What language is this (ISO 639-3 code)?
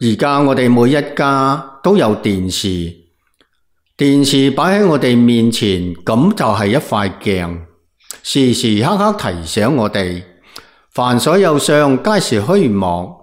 yue